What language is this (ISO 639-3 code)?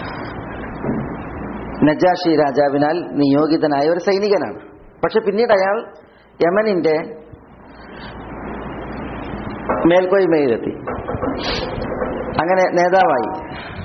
mal